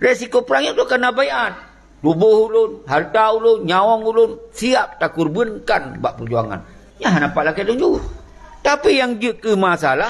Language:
Achinese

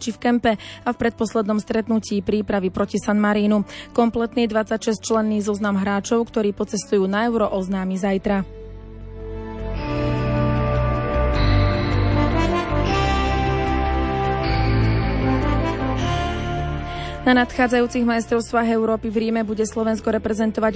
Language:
Slovak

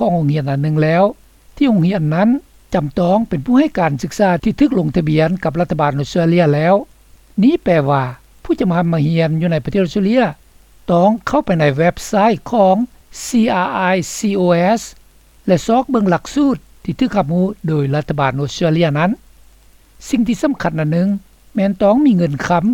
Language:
Lao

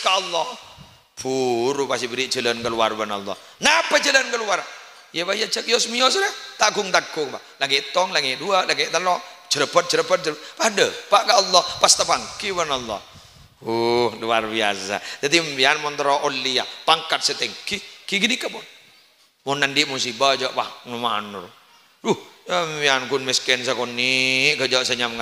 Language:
Madurese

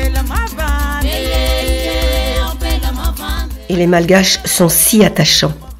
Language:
French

